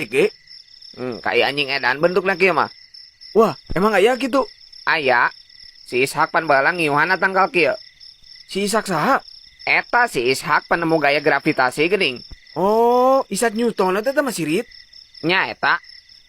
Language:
Sundanese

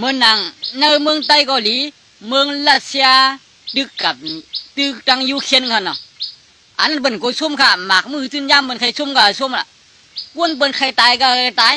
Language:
Shan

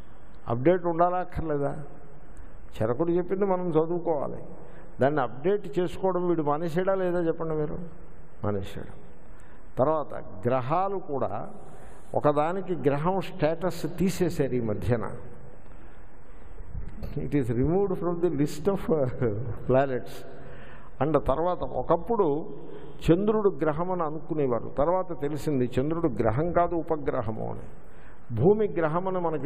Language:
Telugu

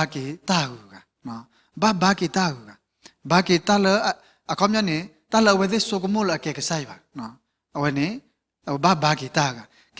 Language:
S'gaw Karen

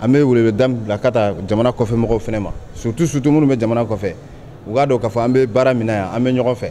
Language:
Bambara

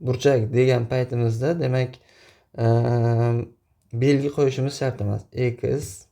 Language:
Uzbek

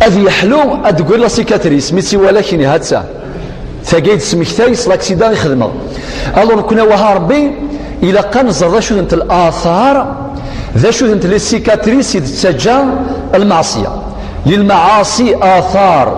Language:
Kabyle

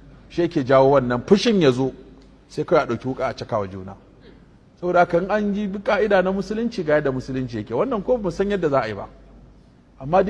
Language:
Hausa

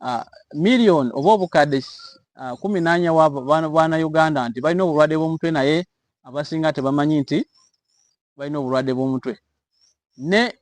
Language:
Ganda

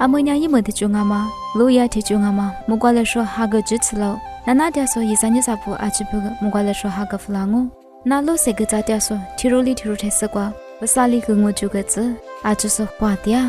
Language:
Lisu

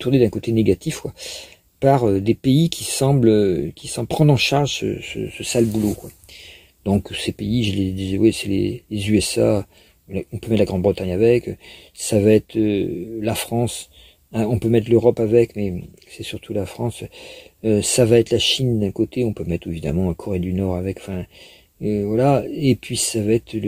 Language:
French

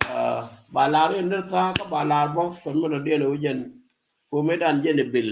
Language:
Nuer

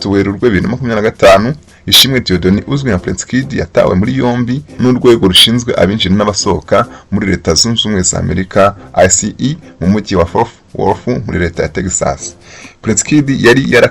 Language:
Kinyarwanda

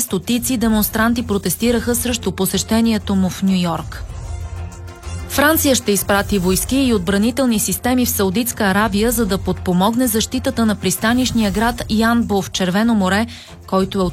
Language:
Bulgarian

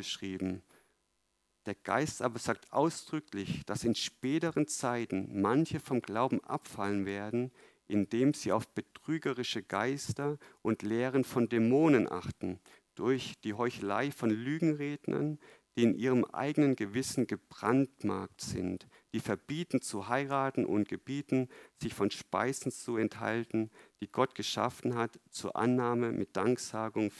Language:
German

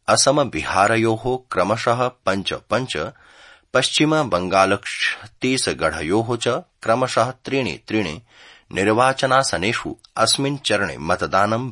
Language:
Sanskrit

